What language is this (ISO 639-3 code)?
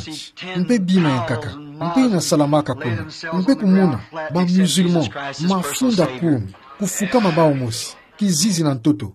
ktu